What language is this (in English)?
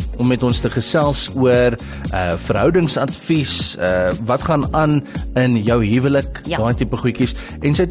Afrikaans